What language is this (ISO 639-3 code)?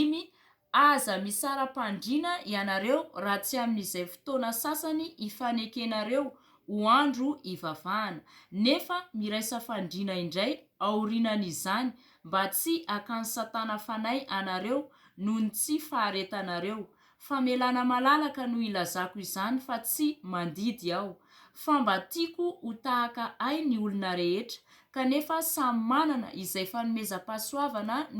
mlg